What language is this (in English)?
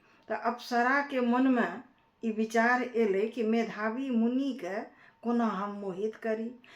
Maithili